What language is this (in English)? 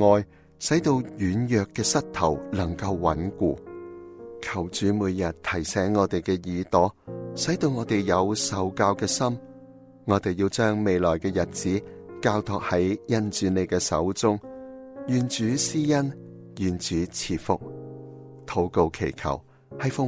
Cantonese